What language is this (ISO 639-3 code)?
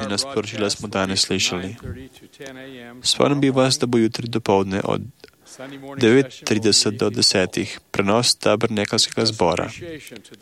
srp